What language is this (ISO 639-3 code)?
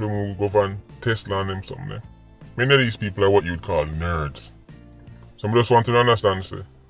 jam